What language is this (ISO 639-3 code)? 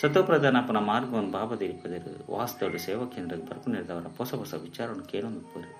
tcy